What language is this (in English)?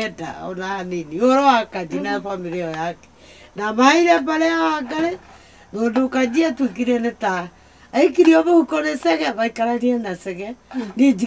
Kikuyu